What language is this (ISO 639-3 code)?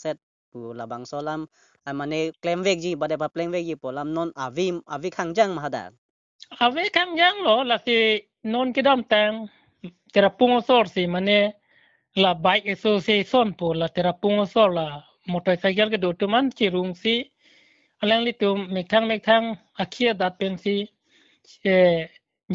mjw